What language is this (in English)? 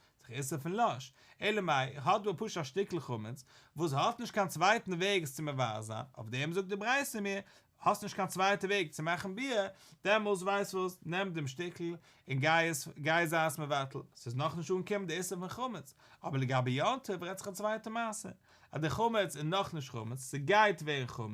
Yiddish